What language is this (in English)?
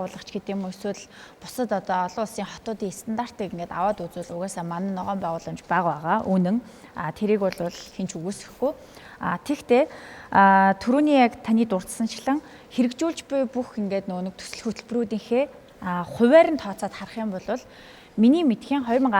Mongolian